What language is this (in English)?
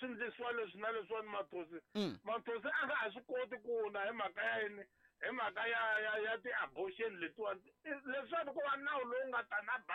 Tsonga